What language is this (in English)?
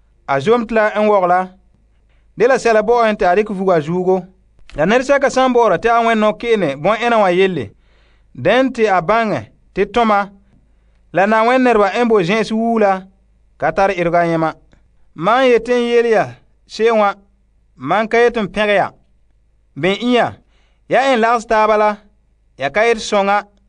Frafra